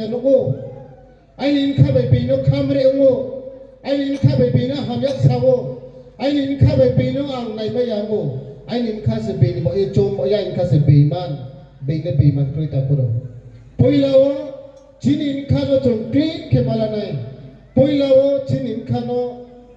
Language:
Riang (India)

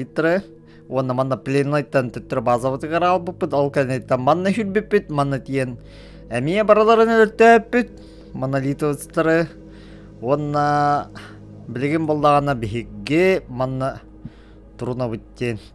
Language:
Yakut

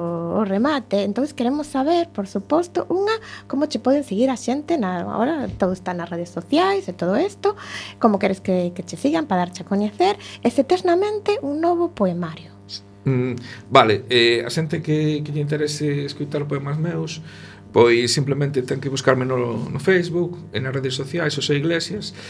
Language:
Galician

